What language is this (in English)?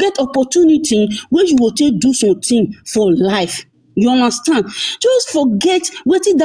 Nigerian Pidgin